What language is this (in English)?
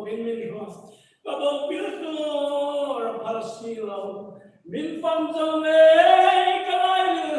Hmar